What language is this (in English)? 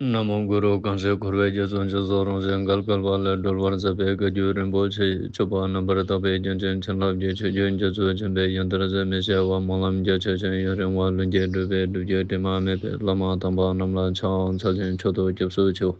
Ladakhi